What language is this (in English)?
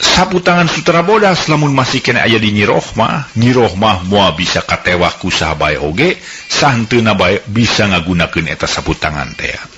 Sundanese